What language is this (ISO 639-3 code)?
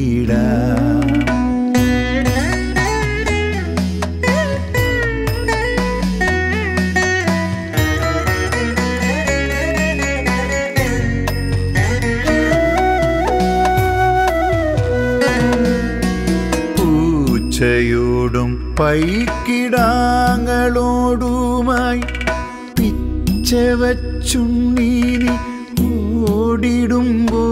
mal